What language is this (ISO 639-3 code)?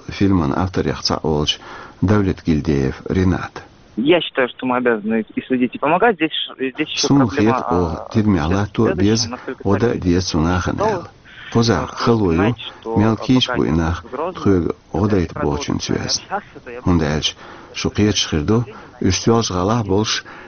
che